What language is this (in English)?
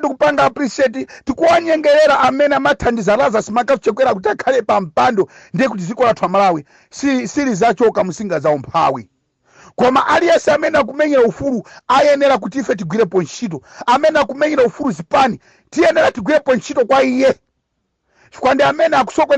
Nyanja